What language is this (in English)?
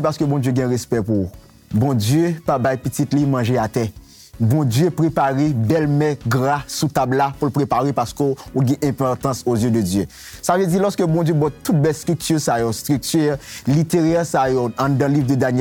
Haitian Creole